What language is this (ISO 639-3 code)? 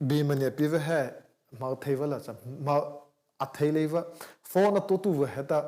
mrh